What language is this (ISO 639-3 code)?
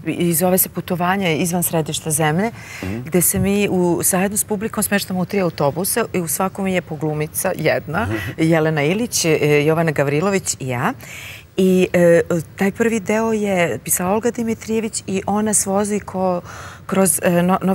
srp